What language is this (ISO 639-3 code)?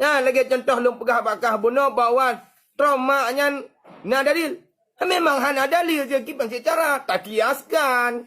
ace